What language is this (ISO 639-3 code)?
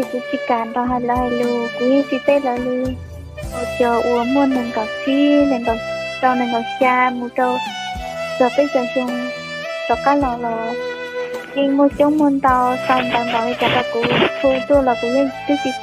hmn